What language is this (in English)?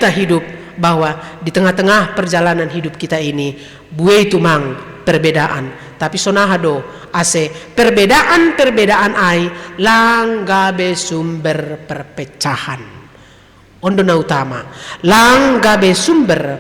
Batak Simalungun